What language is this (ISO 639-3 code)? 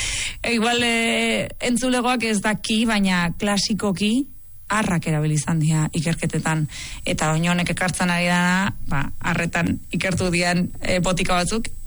eus